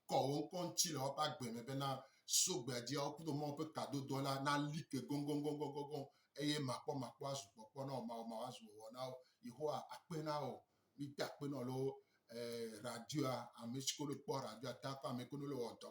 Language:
Gen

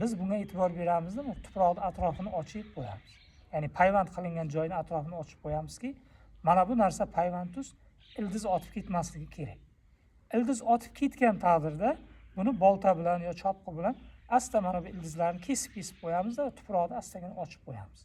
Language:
Uzbek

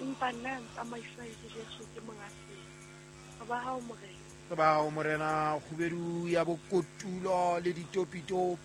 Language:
Southern Sotho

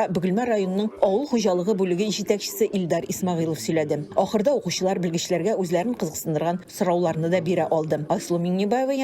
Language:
Tatar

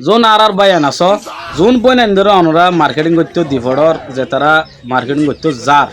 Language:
Rohingya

